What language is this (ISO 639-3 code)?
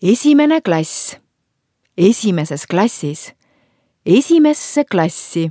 est